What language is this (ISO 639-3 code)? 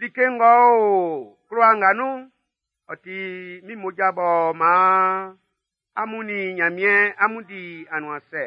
bci